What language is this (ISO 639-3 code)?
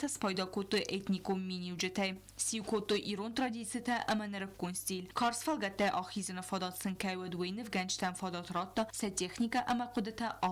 oss